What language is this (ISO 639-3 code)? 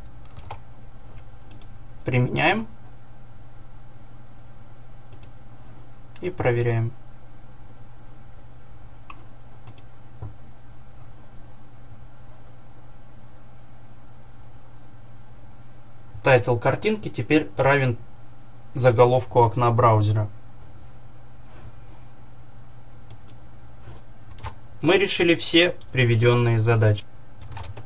rus